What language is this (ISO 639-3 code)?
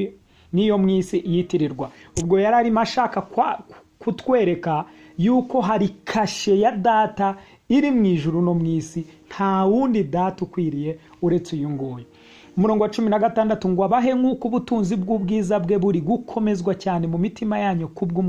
kin